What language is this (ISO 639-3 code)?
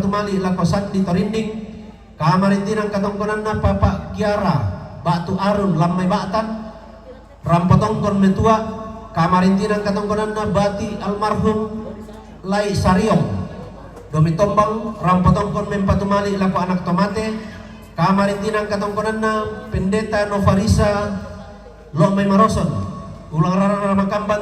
sda